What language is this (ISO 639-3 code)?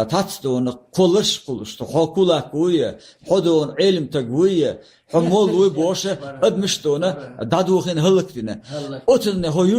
che